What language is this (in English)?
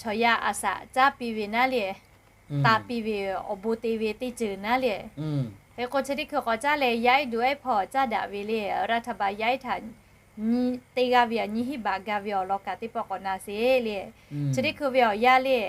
Lahu